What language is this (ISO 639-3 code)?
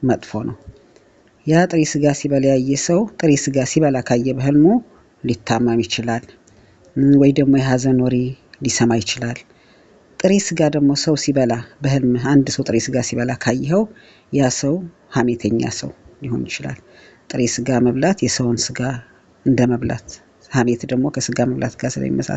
amh